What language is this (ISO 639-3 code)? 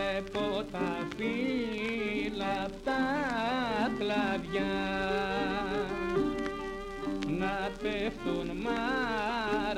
ell